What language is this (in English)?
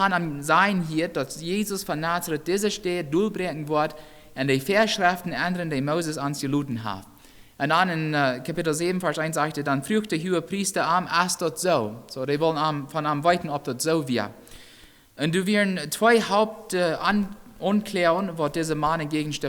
Plautdietsch